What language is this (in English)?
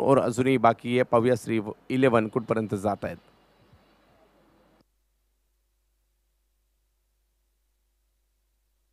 Marathi